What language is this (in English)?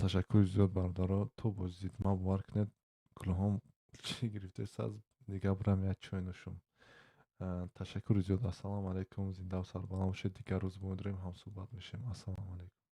Tajik